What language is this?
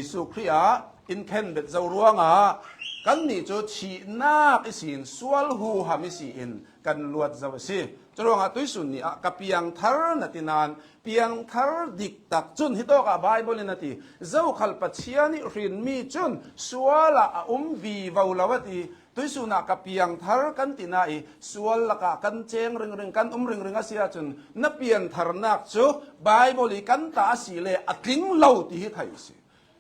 Hakha Chin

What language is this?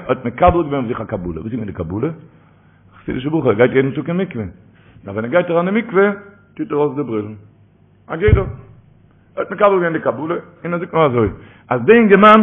Yiddish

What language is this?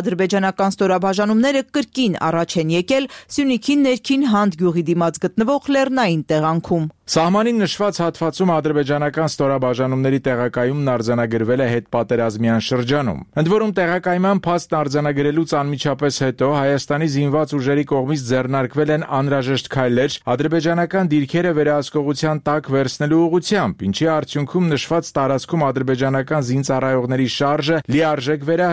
Armenian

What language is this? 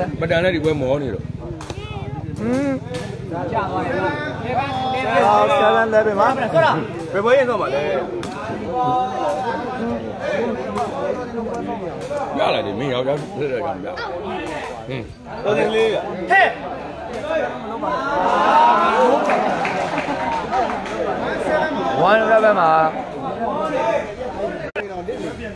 Burmese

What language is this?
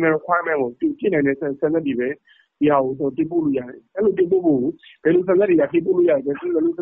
Burmese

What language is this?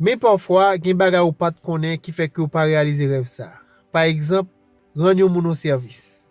Haitian Creole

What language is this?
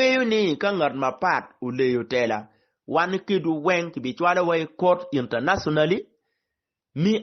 Acoli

